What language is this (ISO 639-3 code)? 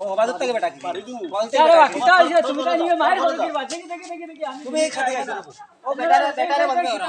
syl